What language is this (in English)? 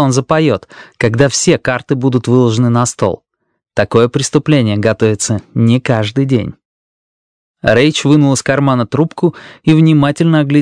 Russian